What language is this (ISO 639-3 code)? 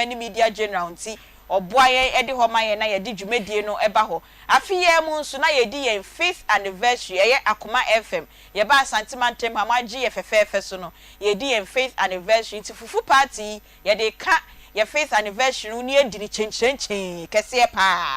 aka